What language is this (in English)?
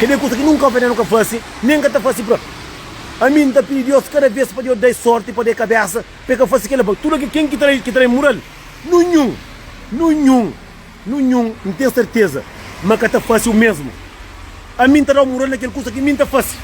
Kabuverdianu